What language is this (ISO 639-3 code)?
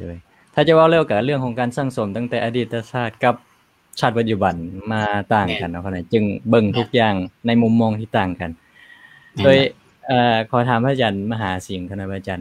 lao